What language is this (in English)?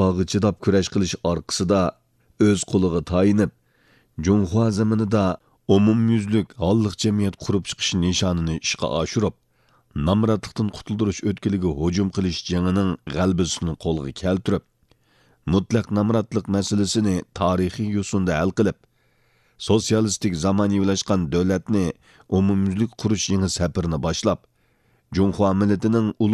Uyghur